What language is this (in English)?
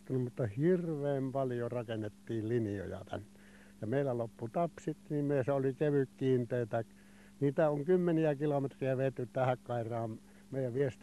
Finnish